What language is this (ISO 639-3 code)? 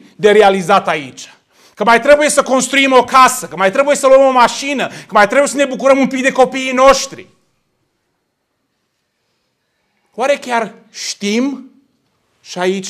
ron